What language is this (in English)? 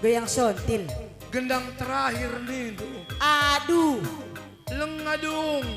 Batak Karo